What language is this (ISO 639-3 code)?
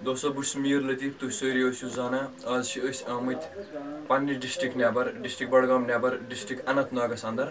kas